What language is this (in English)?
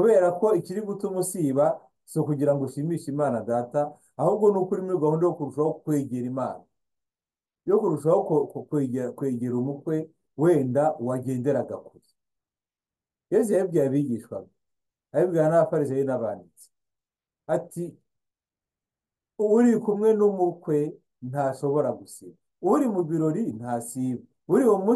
Kinyarwanda